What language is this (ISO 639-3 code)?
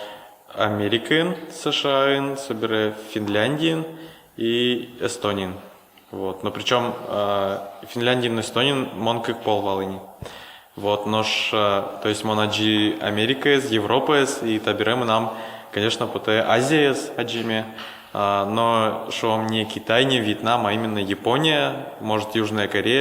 udm